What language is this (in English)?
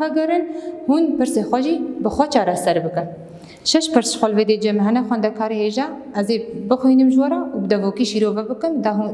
Kurdish